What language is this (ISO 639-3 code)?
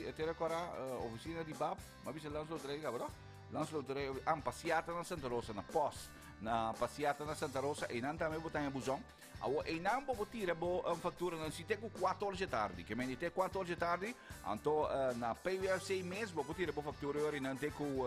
pap